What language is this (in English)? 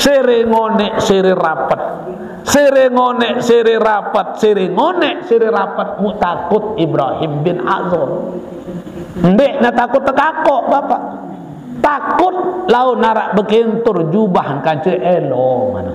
Sasak